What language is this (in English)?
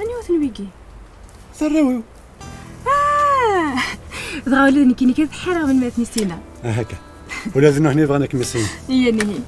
Kabyle